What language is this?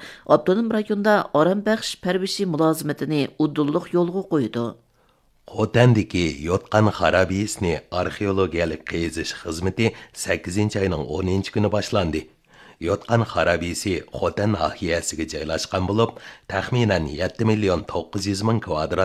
Uyghur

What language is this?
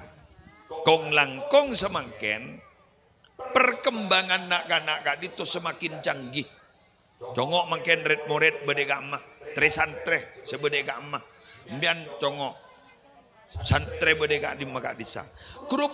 Madurese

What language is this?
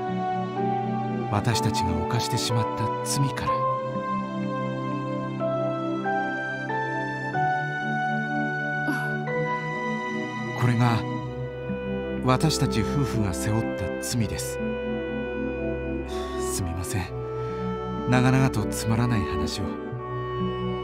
Japanese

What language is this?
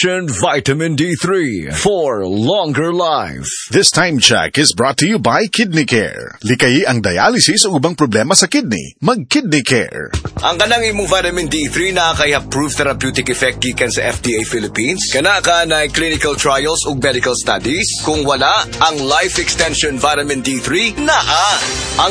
Cebuano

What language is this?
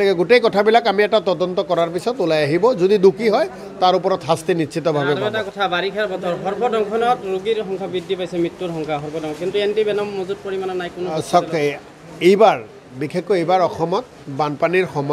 Assamese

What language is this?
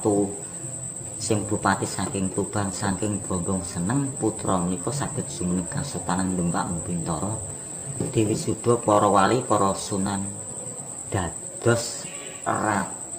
Javanese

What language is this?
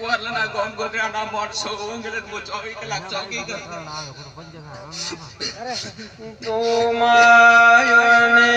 Gujarati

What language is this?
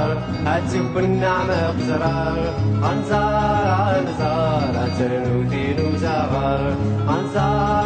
Kabyle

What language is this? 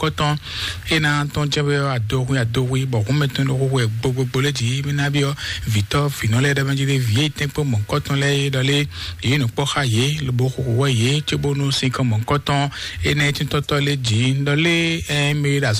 Fon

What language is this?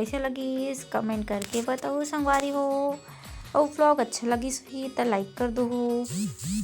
Chhattisgarhi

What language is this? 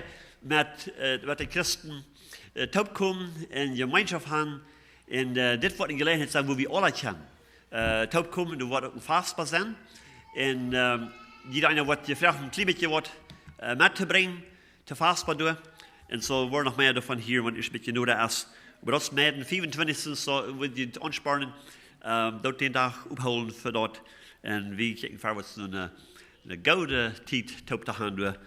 Plautdietsch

